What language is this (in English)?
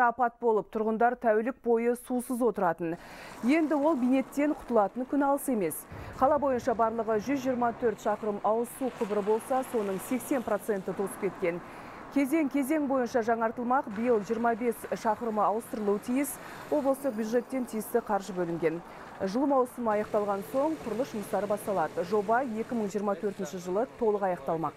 Kazakh